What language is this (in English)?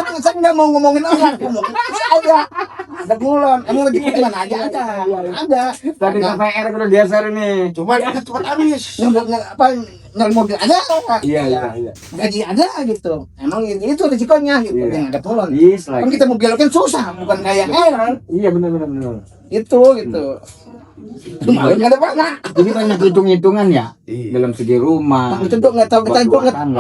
Betawi